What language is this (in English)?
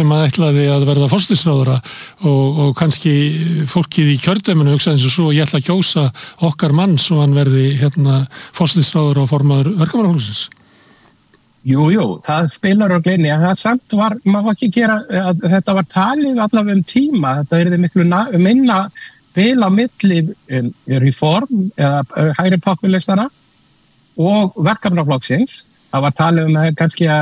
Icelandic